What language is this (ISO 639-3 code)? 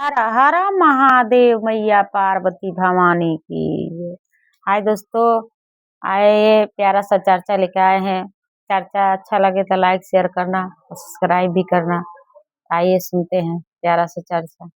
bho